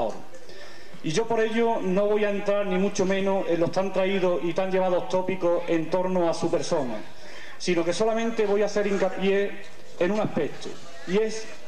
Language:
Spanish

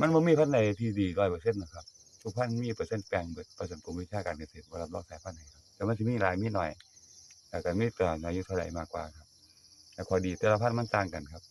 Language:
Northeastern Thai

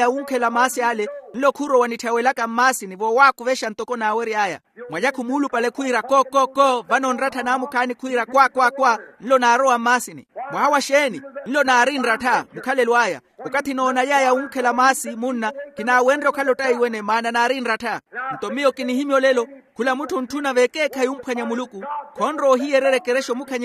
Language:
Makhuwa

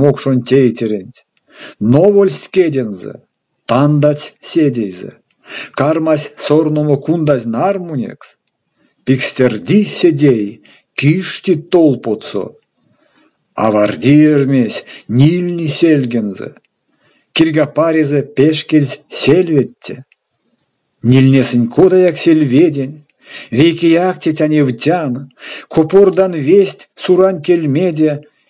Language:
Erzya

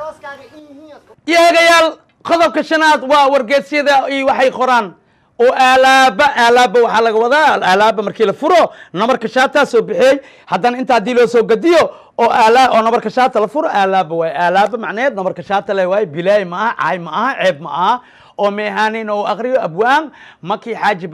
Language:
Somali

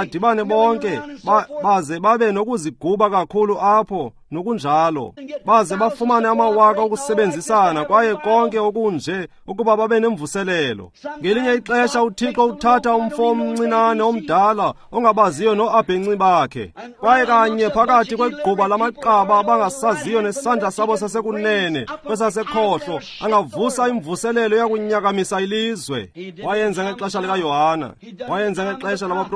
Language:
Xhosa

